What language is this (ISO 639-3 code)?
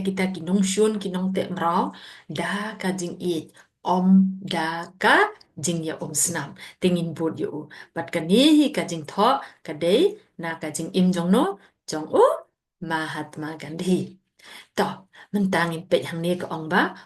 kha